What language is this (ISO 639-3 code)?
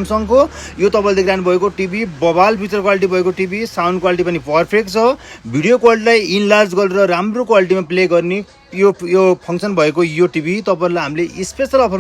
nep